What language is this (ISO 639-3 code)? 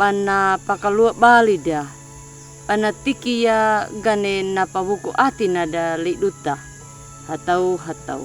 akg